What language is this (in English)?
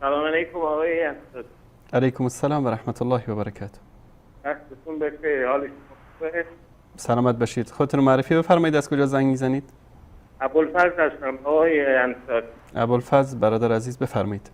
Persian